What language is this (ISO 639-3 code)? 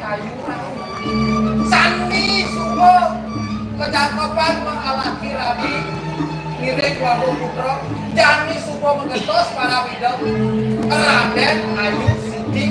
ban